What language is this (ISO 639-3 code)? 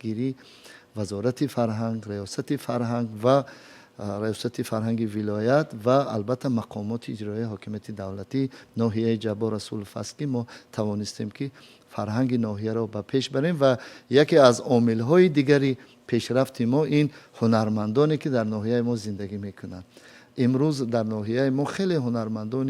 tgk